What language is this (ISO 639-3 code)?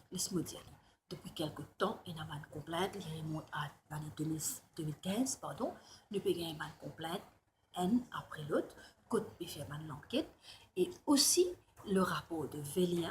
mfe